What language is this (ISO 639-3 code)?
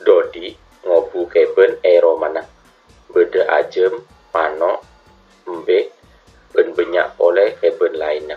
mad